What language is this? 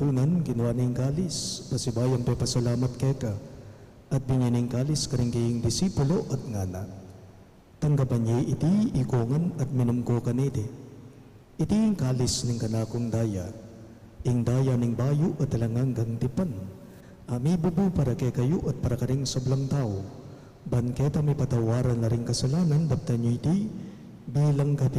Pampanga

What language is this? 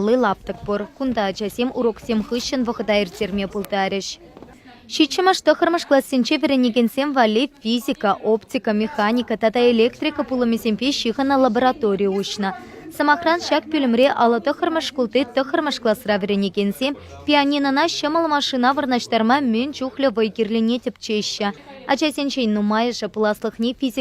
Chuvash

